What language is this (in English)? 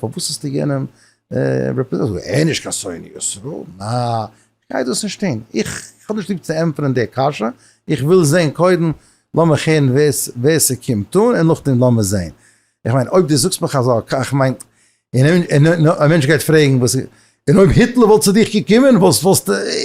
Yiddish